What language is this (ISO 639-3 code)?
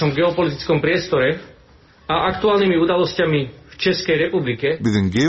tuk